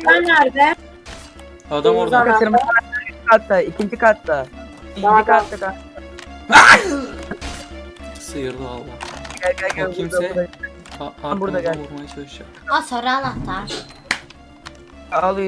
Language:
Turkish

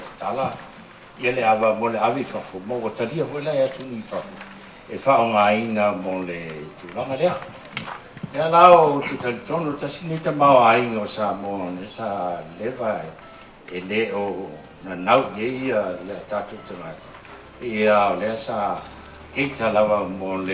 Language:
Samoan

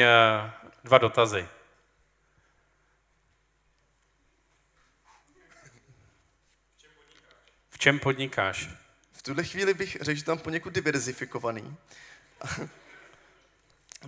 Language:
Czech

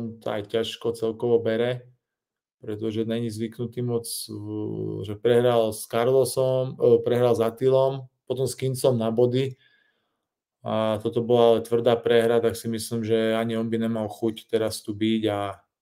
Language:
Slovak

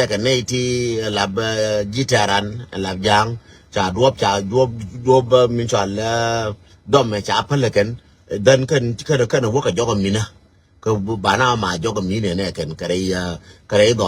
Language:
Nuer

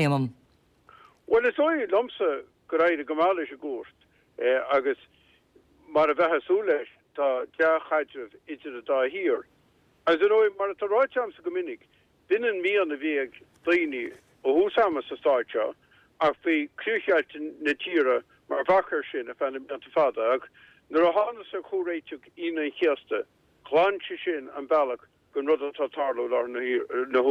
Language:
Irish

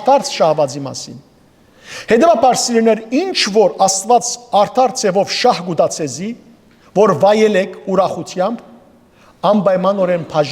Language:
Western Armenian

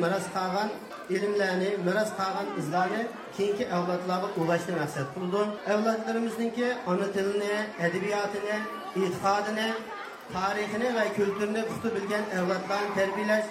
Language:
Uyghur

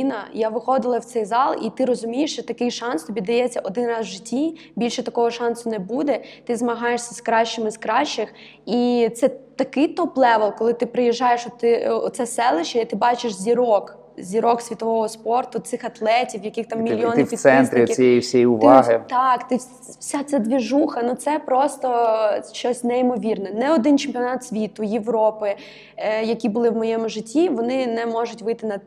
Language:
Ukrainian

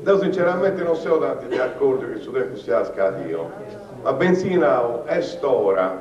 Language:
Sardinian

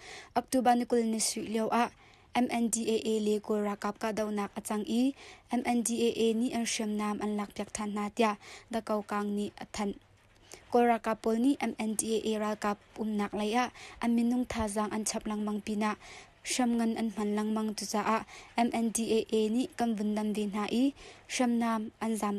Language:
Hakha Chin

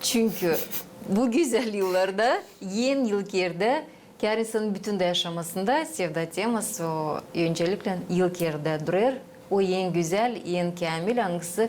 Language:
Gagauz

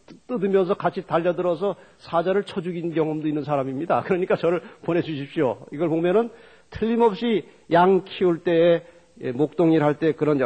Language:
Korean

